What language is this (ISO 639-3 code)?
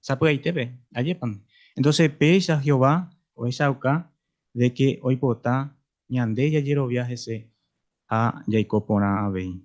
grn